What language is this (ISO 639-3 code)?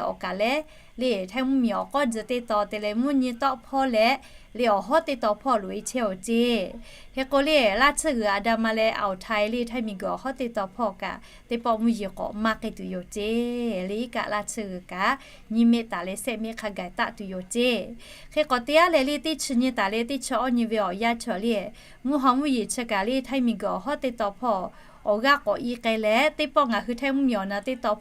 lhu